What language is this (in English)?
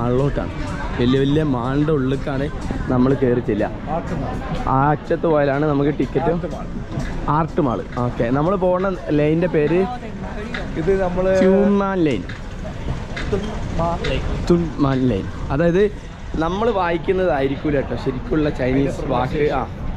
Malayalam